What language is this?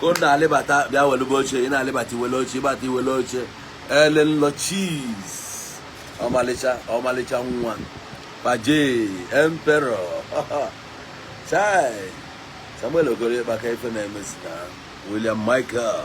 Igbo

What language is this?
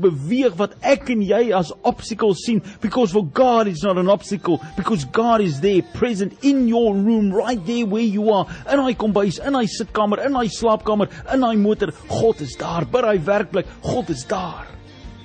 Afrikaans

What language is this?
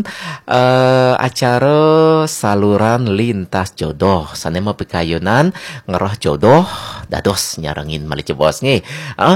Balinese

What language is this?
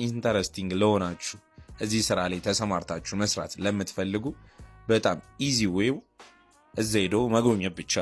Amharic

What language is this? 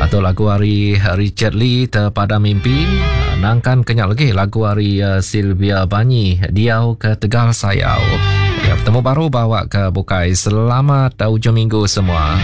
Iban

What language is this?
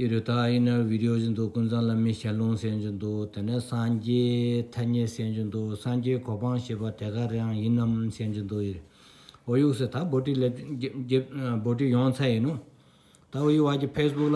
Stod Bhoti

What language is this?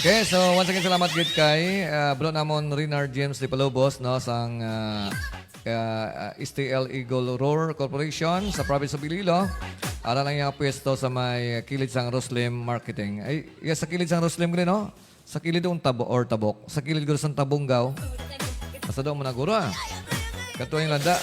Hiligaynon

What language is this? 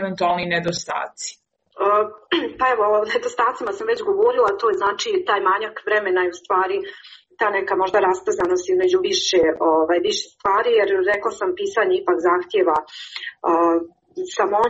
Croatian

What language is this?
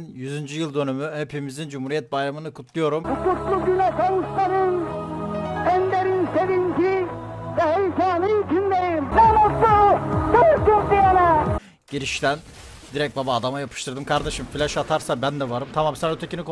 Turkish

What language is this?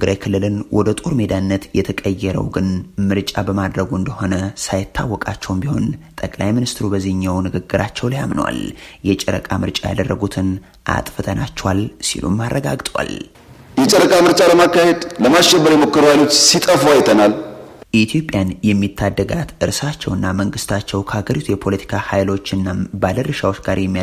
Amharic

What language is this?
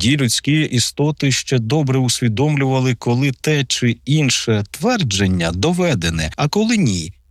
Ukrainian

